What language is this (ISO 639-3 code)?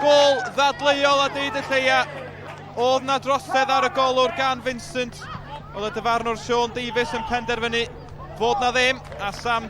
cym